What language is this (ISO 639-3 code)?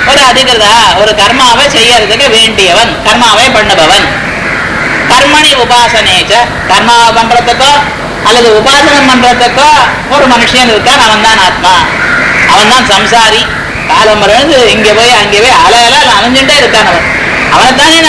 tam